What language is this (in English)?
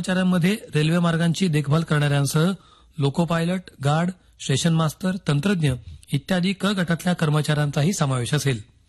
Marathi